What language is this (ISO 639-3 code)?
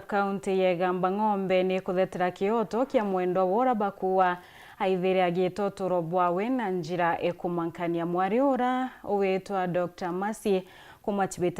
mer